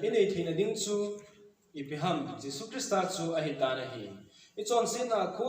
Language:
Thado Chin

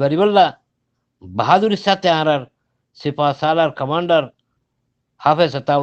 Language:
Rohingya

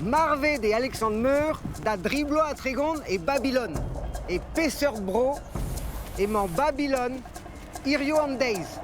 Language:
Breton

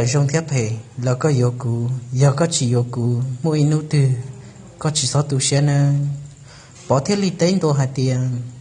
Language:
Hmong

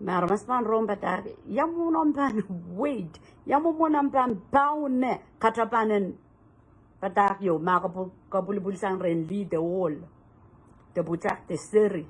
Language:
Pohnpeian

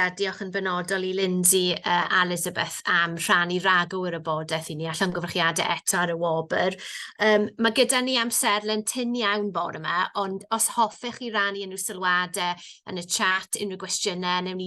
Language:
Welsh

